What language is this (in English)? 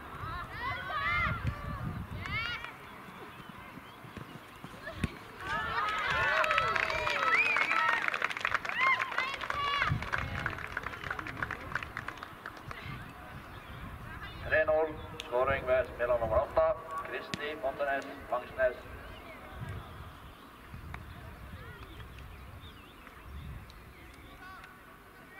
Norwegian